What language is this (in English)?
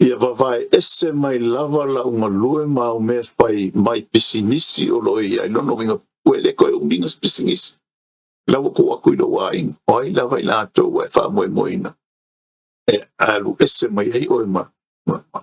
Samoan